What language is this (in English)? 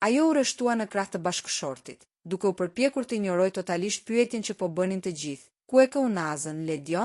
Albanian